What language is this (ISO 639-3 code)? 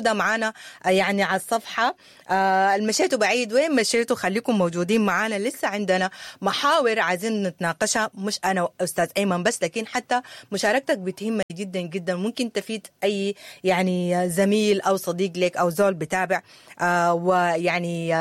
apd